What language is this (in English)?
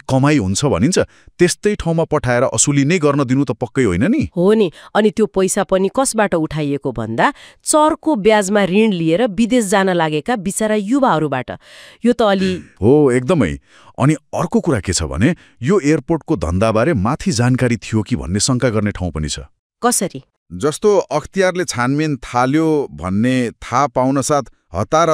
Nepali